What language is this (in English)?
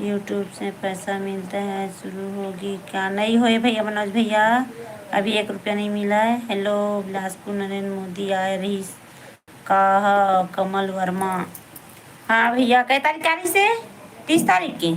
Chhattisgarhi